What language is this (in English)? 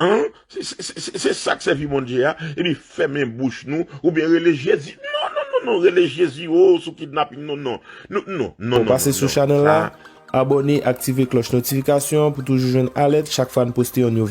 Haitian Creole